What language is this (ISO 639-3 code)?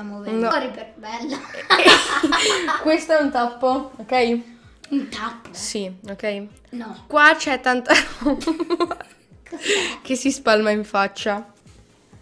ita